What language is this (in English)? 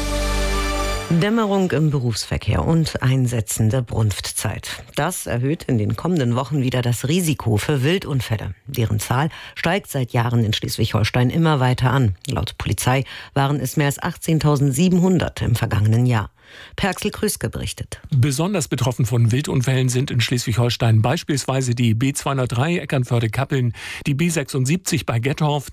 German